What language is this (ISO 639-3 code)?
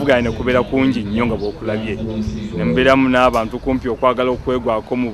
lug